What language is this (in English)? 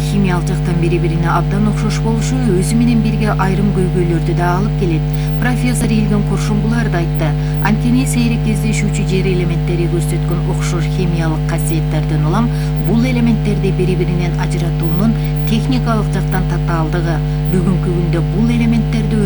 Kyrgyz